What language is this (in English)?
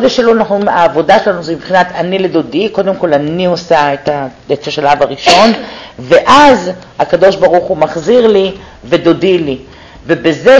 Hebrew